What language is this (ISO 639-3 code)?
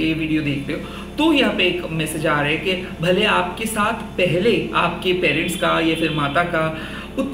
hin